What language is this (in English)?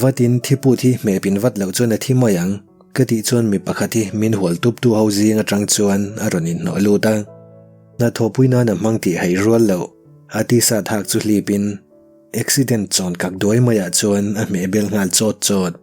Mizo